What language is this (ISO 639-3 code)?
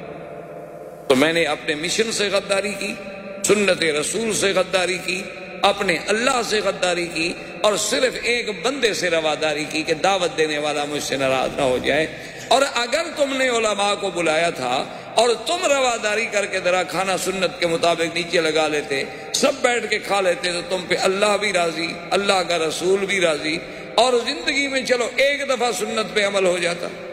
urd